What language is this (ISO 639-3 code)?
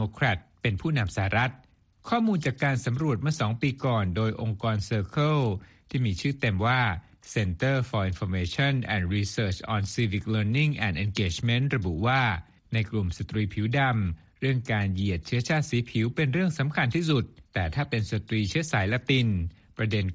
tha